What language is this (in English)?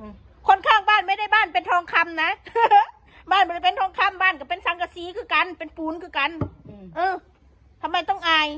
Northeastern Thai